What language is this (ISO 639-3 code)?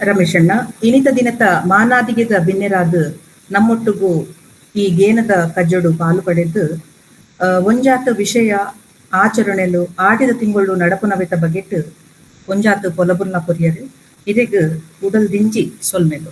tcy